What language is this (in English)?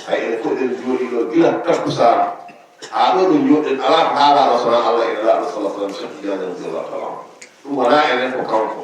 Fula